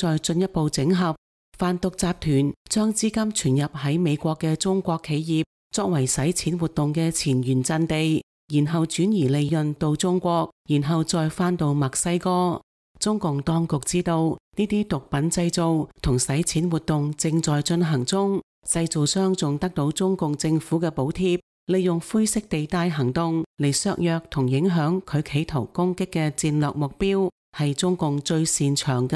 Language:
Cantonese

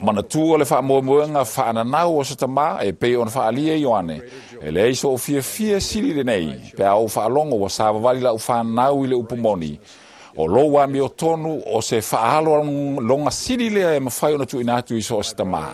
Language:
Samoan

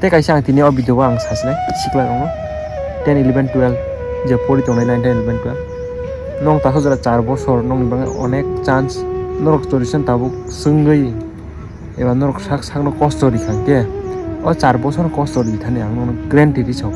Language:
Kok Borok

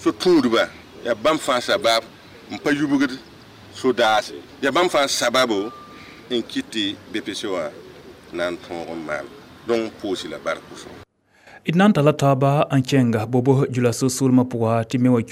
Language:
Mossi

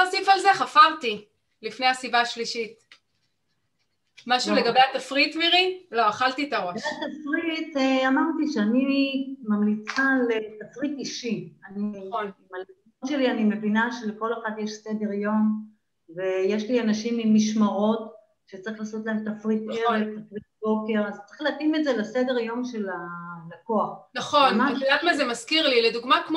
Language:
Hebrew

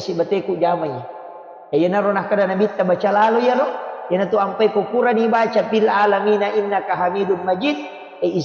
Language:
Buginese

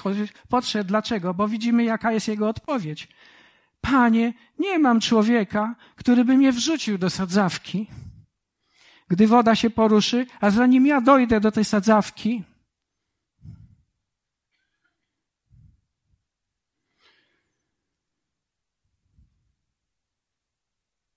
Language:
Polish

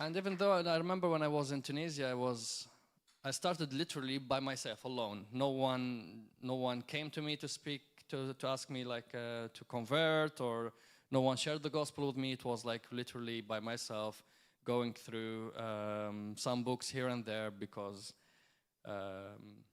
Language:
English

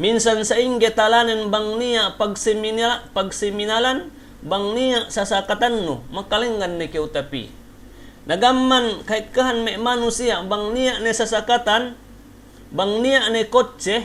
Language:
Yakan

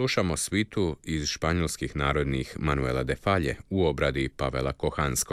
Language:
Croatian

